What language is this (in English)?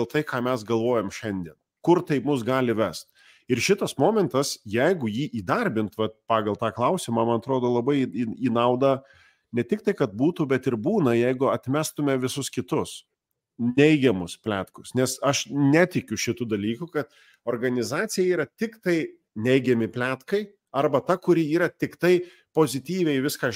Lithuanian